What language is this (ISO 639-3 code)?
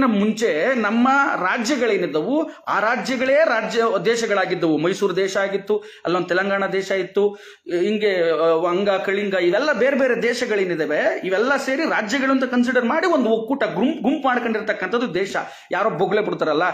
kan